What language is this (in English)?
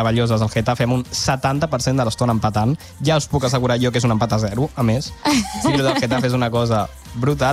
Catalan